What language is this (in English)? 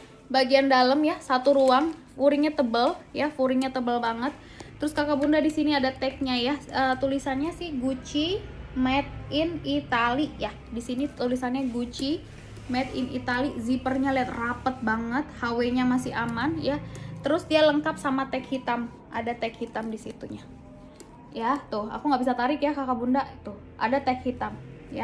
Indonesian